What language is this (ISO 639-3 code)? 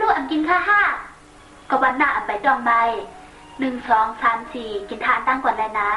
shn